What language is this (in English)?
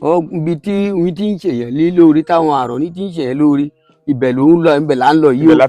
Yoruba